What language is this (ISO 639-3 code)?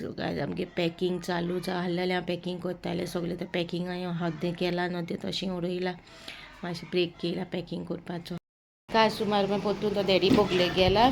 kok